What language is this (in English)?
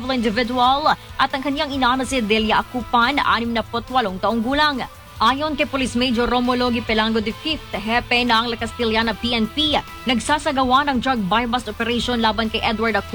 Filipino